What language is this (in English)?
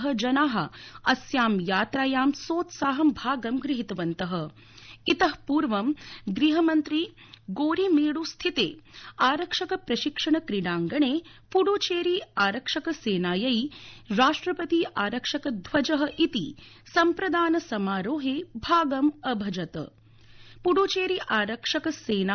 Sanskrit